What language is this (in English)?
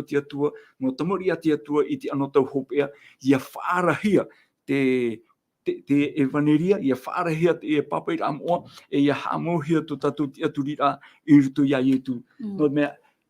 Tahitian